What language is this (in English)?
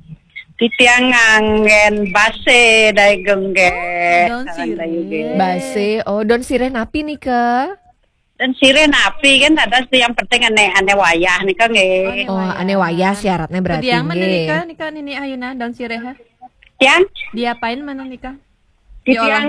Balinese